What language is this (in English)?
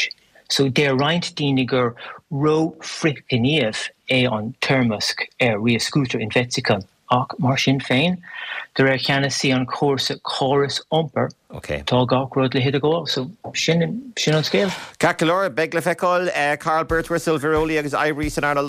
Irish